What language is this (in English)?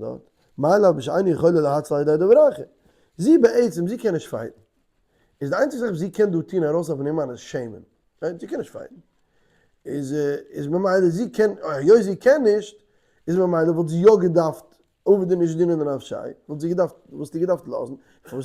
Yiddish